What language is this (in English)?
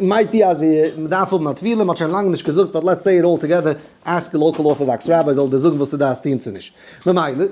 Yiddish